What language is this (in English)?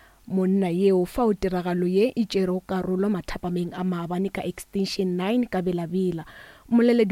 Northern Sotho